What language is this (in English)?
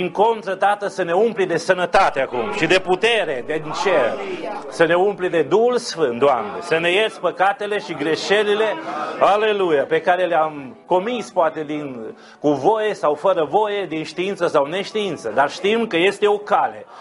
Romanian